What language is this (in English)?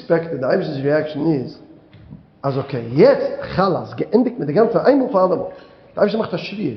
Yiddish